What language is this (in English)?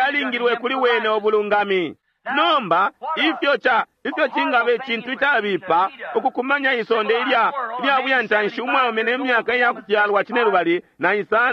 Bemba